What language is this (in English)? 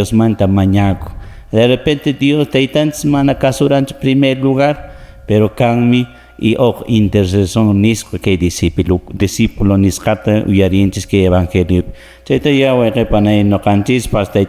Quechua